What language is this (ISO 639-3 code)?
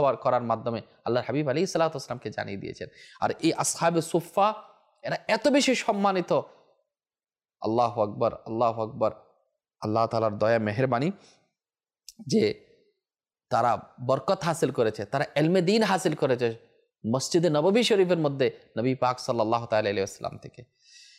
ben